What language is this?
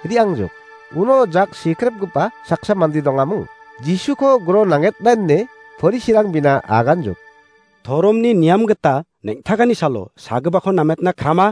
Garo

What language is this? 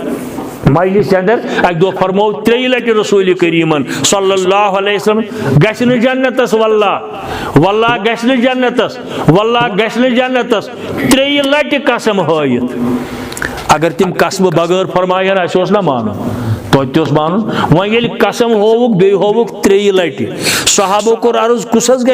Kashmiri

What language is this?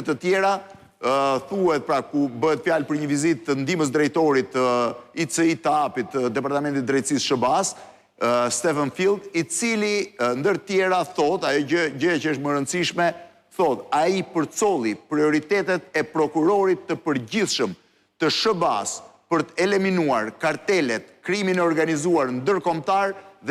Albanian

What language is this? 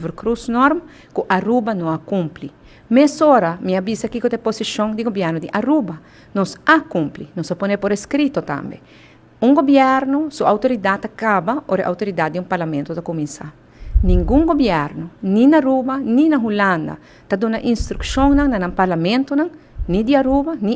Papiamento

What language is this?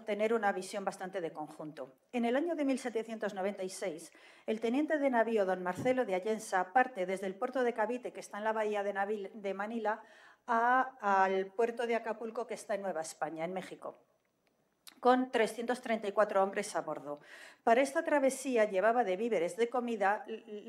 Spanish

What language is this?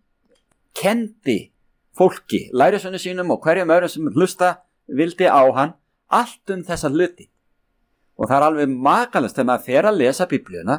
Icelandic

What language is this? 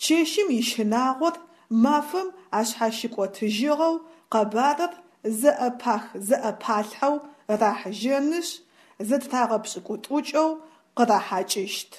Adyghe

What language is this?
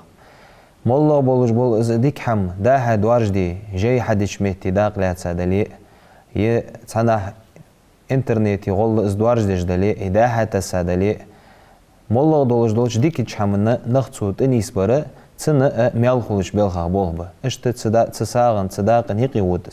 Ingush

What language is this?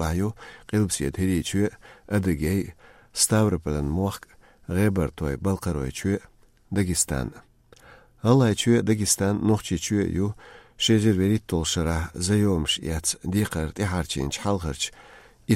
Chechen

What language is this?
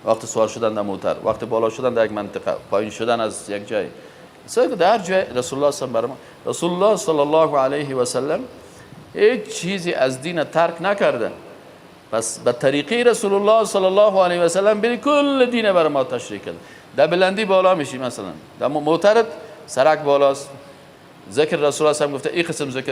Persian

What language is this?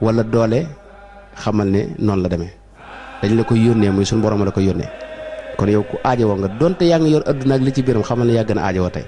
Wolof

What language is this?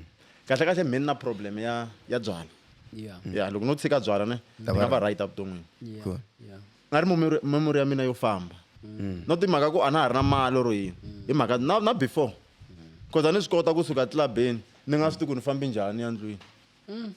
Tsonga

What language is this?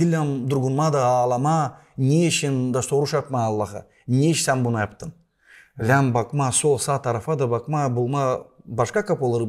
Gagauz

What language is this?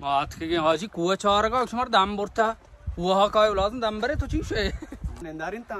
Baluchi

